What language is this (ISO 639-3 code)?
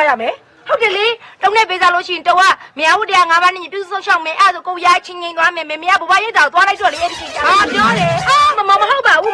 mya